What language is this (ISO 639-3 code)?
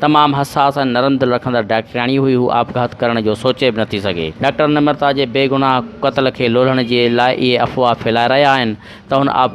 snd